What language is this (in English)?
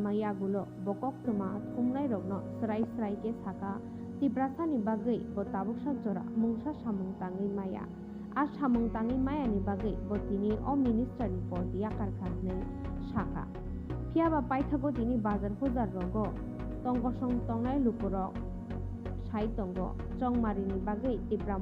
Kok Borok